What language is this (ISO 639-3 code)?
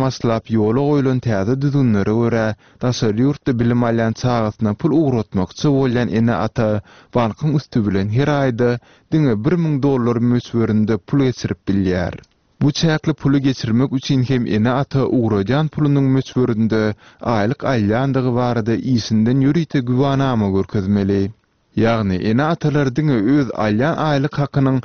tuk